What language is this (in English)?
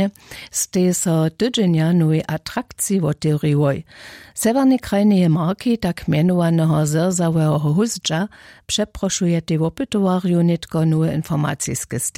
Upper Sorbian